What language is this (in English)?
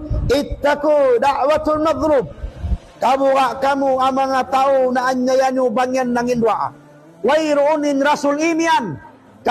Tausug